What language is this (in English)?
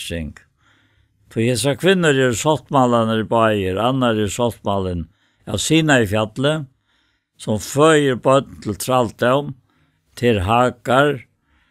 Faroese